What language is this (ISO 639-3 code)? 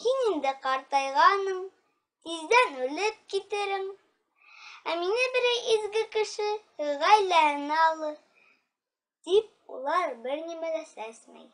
bak